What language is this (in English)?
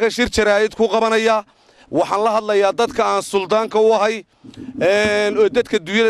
Somali